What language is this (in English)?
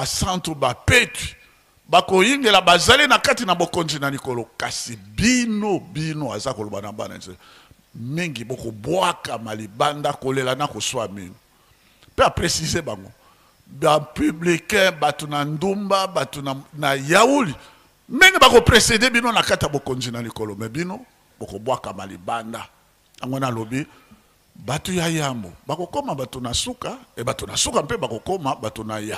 Lingala